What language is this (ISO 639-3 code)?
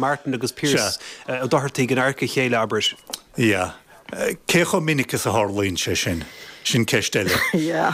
gle